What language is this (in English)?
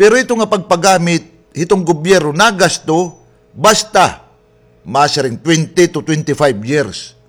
Waray